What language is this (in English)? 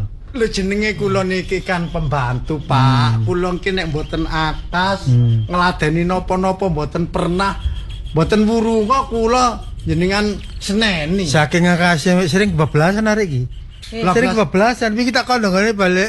Javanese